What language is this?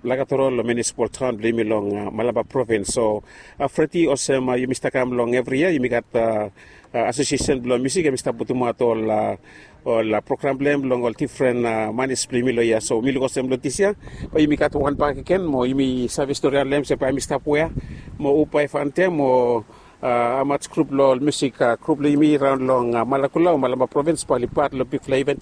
Bislama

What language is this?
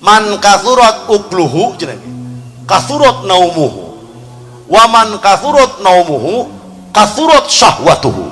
Sundanese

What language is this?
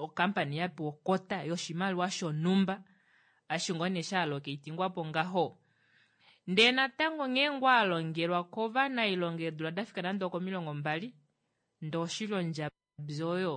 Kuanyama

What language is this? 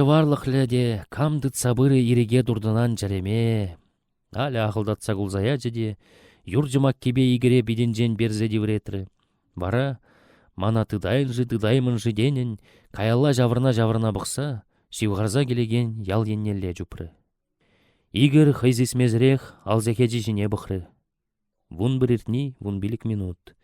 Chuvash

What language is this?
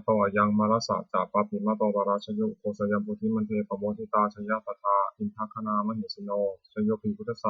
Pali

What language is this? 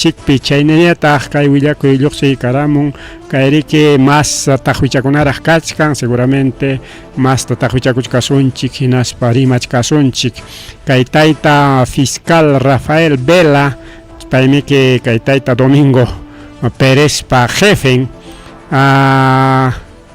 Ayacucho Quechua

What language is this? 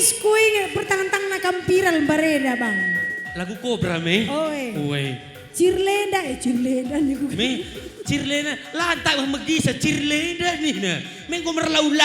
Batak Karo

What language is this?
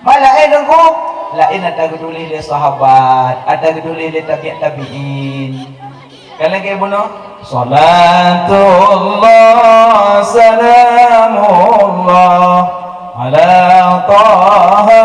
Achinese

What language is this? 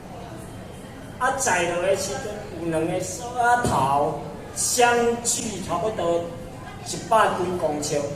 Min Nan Chinese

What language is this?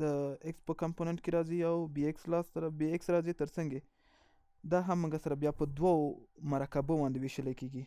Pashto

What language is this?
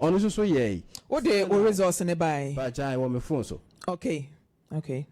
Akan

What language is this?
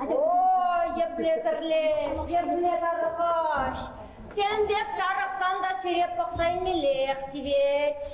Chuvash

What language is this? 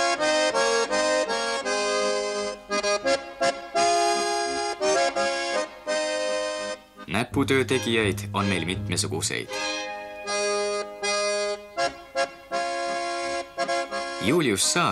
Estonian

